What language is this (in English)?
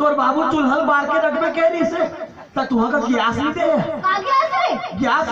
Chhattisgarhi